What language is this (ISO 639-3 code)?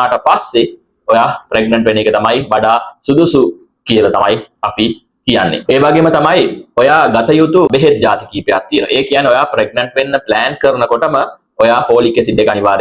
sin